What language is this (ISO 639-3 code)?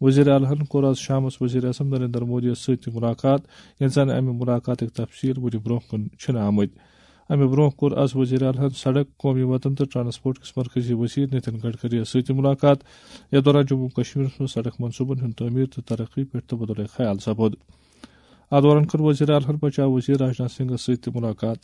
kas